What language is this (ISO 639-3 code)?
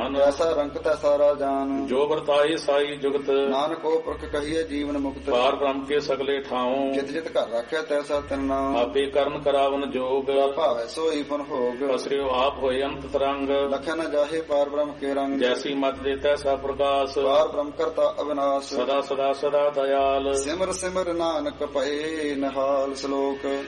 pan